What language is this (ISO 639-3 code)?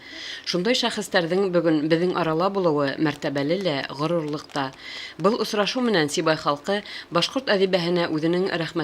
bak